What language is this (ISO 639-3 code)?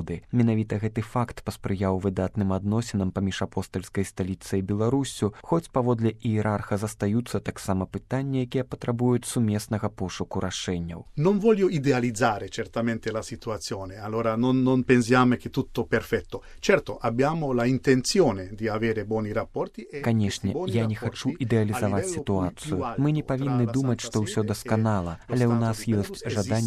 bel